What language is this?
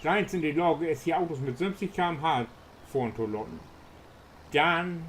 Low German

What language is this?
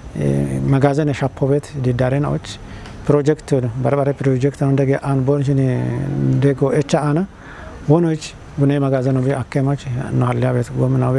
Kafa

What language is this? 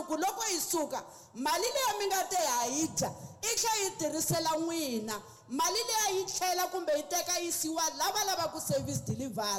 Tsonga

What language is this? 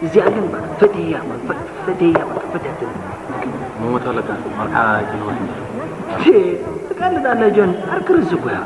Tigrinya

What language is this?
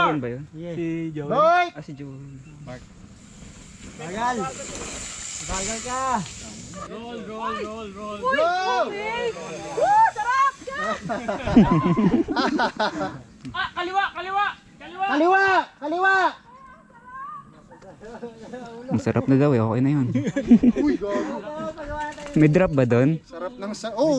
Filipino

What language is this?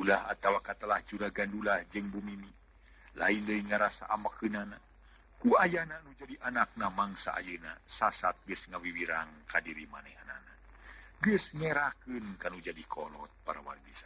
Sundanese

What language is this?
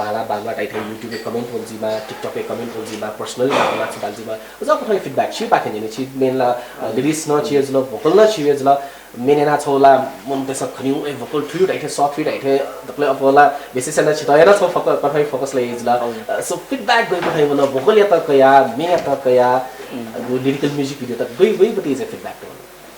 Newari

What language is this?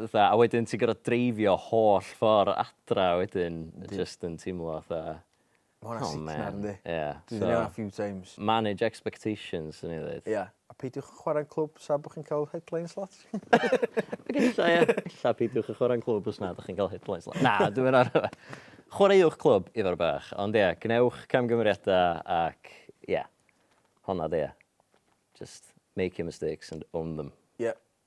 Welsh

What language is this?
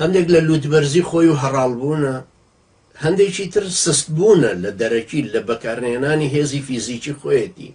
Central Kurdish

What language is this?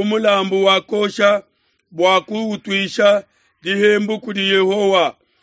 Luba-Lulua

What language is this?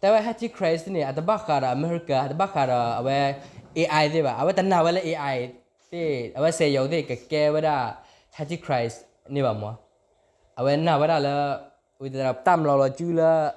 S'gaw Karen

